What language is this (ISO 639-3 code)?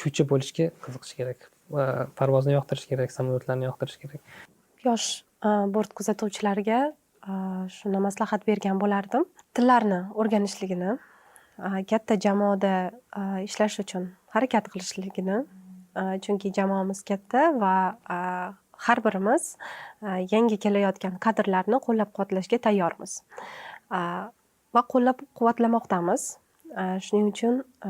uzb